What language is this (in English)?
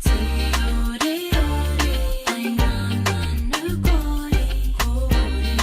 Māori